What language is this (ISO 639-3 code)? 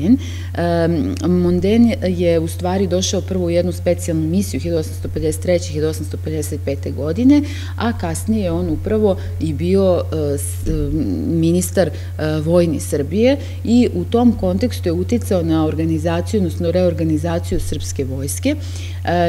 srp